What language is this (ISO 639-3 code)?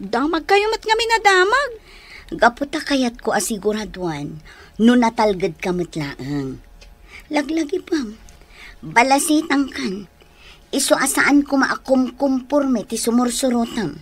ilo